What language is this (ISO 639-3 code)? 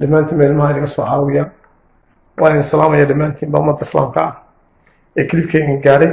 som